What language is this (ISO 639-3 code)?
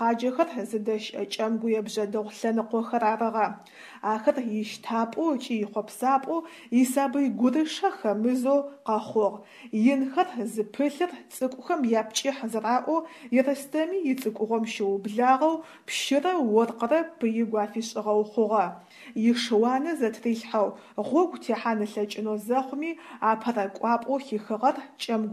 ady